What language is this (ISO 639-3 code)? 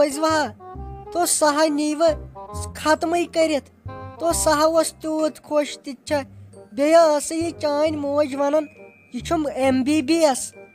kas